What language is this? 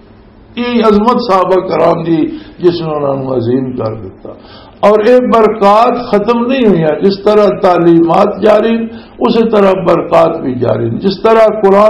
Western Panjabi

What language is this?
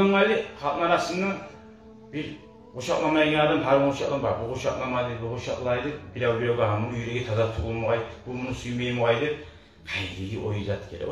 Kumyk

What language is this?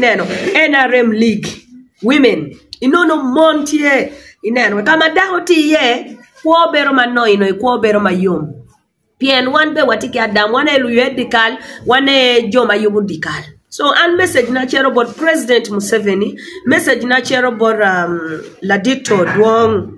Acoli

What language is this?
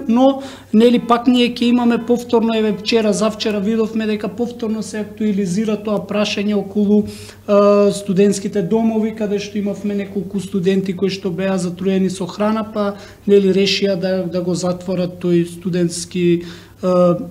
Macedonian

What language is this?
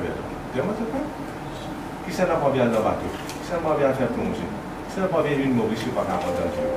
Morisyen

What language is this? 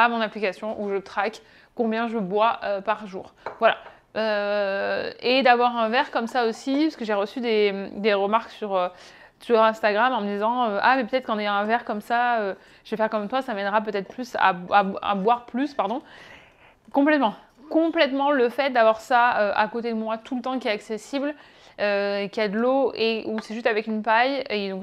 French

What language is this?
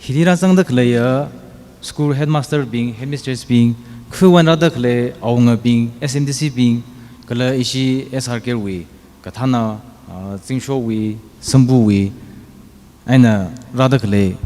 Tangkhul Naga (India)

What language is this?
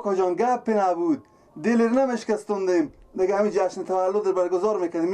Persian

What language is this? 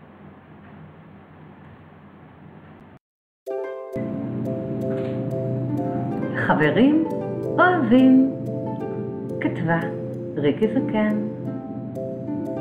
Hebrew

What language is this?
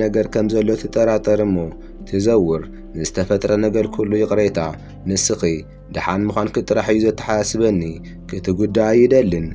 Tigrinya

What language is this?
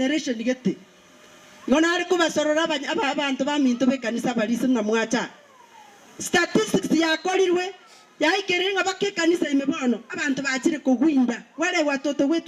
Gusii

